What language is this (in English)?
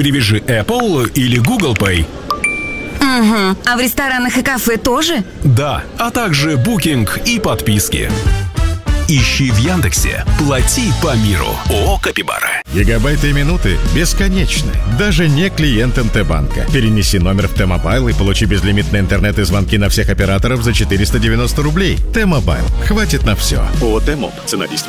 Russian